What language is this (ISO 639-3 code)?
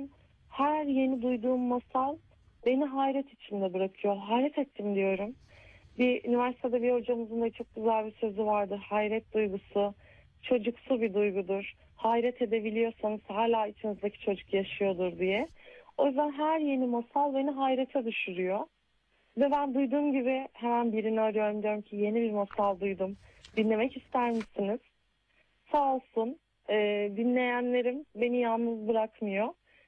tur